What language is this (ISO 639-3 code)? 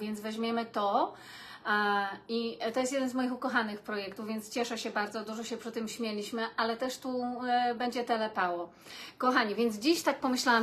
pol